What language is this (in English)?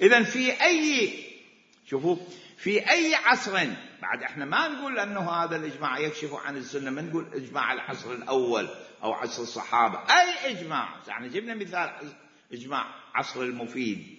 Mesopotamian Arabic